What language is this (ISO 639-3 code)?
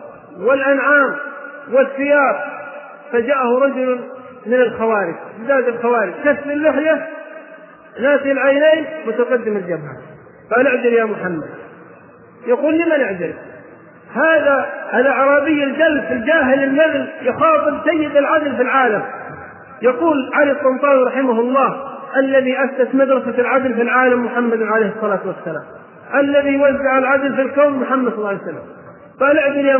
ara